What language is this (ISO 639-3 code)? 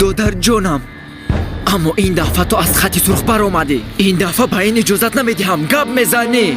tgk